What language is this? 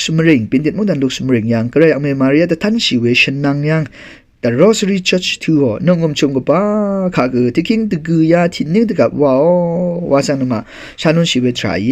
Rawang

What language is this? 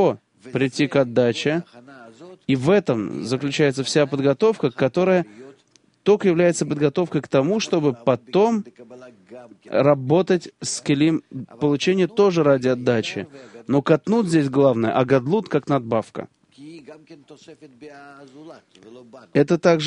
Russian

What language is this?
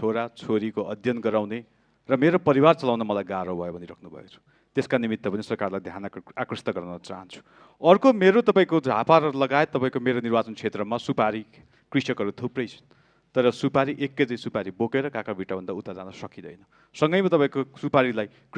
Nepali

